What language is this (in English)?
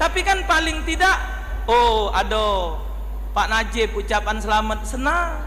Musi